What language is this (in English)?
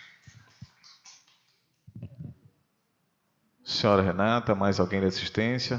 Portuguese